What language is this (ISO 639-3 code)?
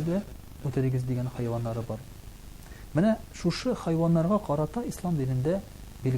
tat